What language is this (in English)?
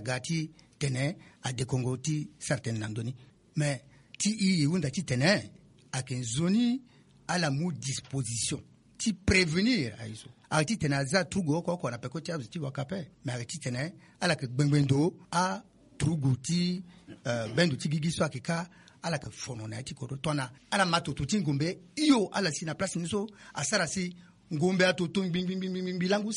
Sango